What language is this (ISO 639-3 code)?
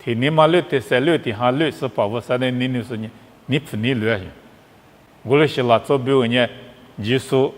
lis